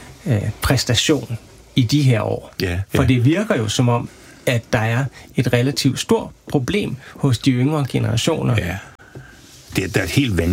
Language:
Danish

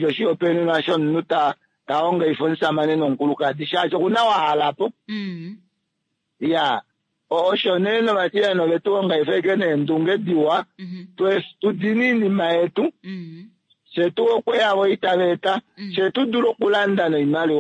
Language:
Kuanyama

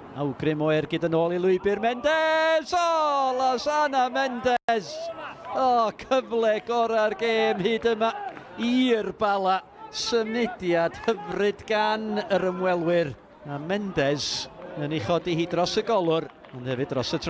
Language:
Welsh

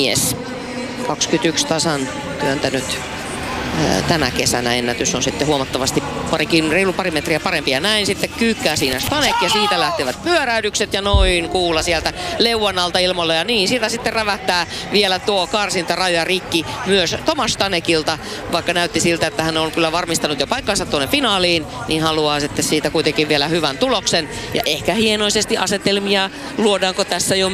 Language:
Finnish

